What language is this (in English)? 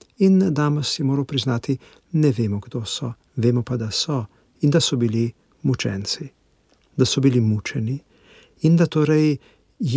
Slovenian